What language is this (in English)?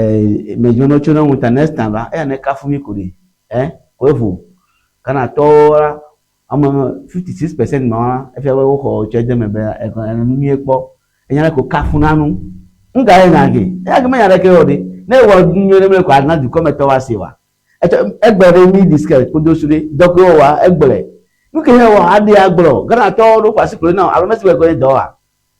Ewe